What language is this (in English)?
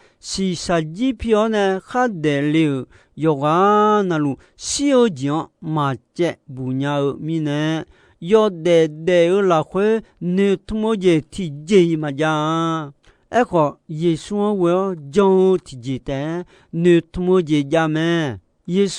Akha